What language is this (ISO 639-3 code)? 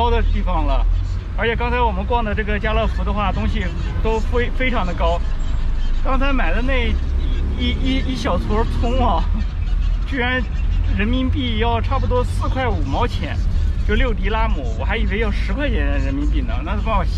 zho